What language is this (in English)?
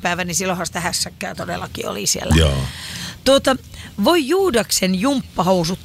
Finnish